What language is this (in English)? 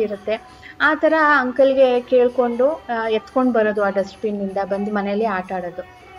Kannada